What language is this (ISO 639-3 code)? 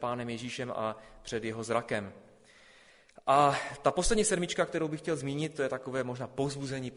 ces